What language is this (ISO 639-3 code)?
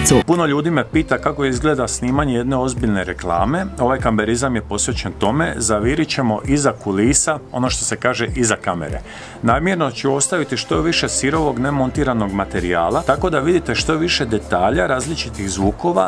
hrv